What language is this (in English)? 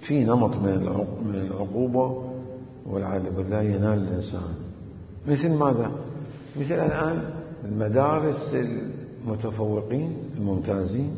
Mesopotamian Arabic